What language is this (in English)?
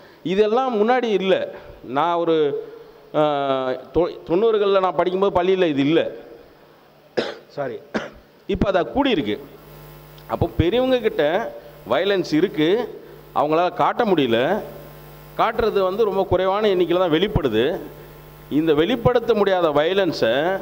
Tamil